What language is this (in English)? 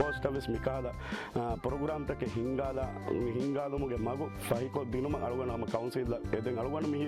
Divehi